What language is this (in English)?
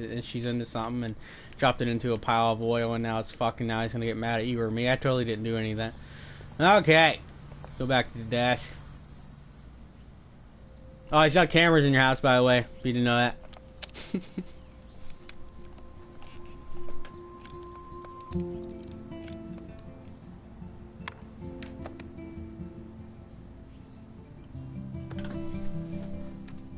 English